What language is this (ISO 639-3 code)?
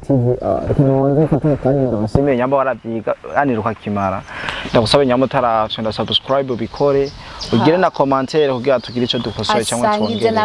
run